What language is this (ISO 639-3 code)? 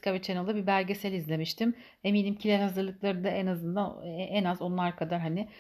tur